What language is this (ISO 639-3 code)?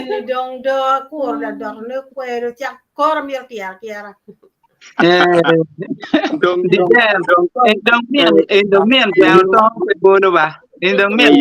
ach